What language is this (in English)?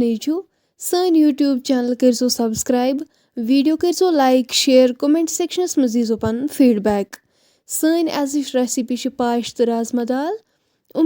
Kashmiri